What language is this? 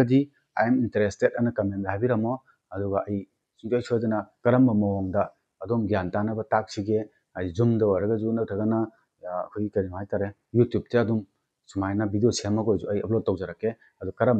Manipuri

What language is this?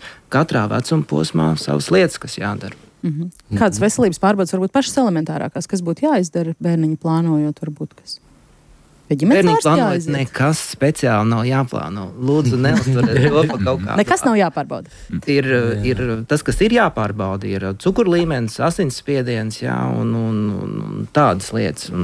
Latvian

